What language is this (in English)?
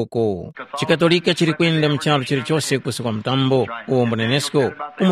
Tumbuka